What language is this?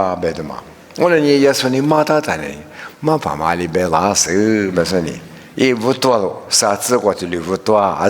Lisu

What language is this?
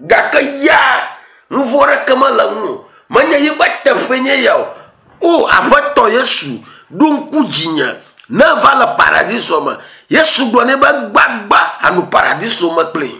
Ewe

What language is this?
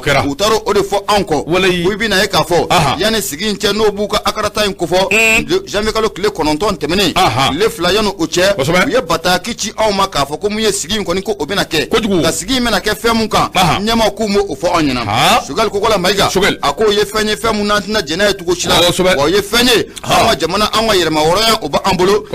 Bambara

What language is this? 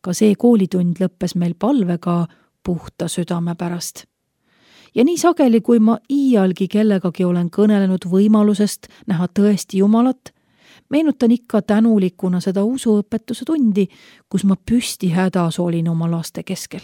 Estonian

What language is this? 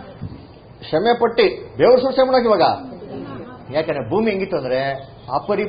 Kannada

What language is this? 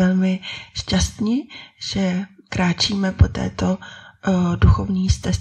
Czech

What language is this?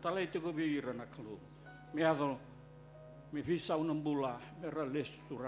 Fijian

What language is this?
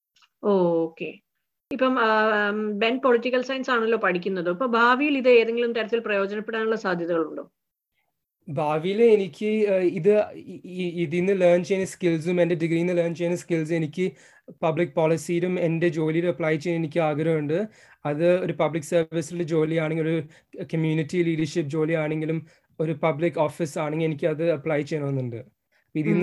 Malayalam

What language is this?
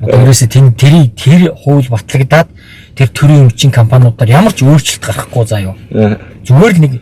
Mongolian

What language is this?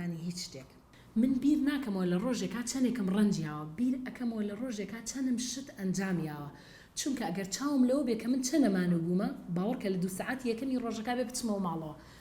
Central Kurdish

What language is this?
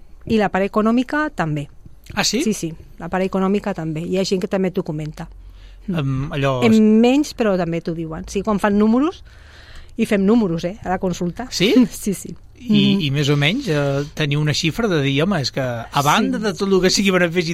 Catalan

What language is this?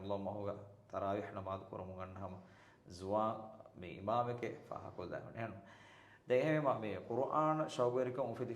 Divehi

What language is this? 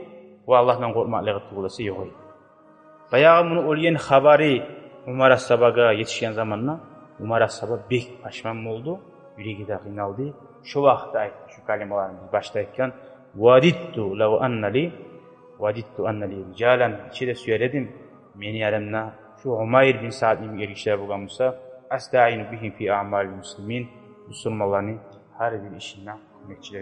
Kumyk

